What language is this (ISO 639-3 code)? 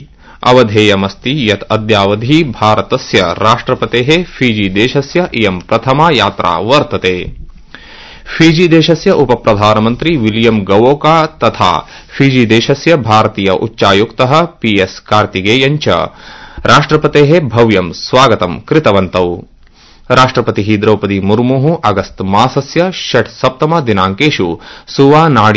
san